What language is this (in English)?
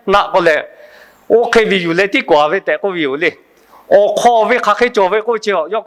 Lahu